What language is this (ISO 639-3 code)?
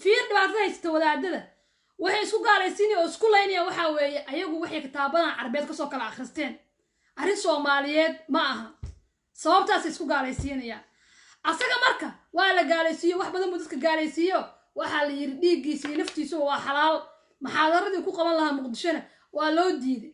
som